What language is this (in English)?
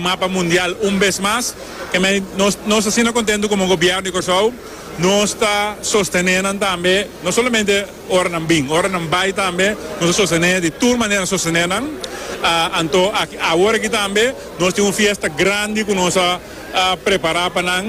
Papiamento